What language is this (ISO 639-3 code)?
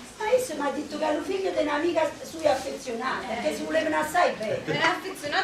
nap